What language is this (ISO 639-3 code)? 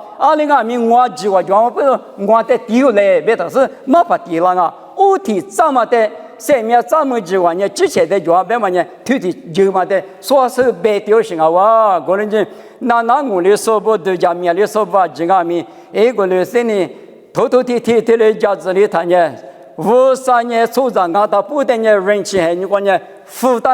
lis